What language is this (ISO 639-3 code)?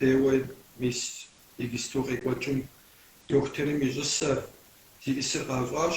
kbd